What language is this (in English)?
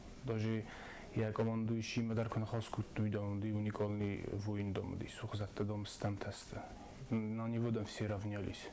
Ossetic